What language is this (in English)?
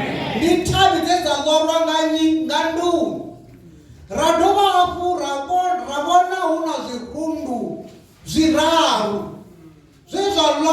Venda